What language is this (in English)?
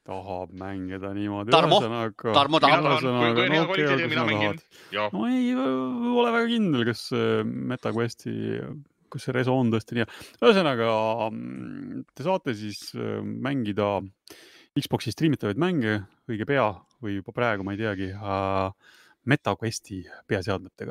Estonian